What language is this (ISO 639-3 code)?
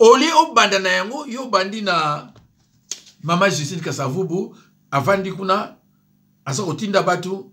lin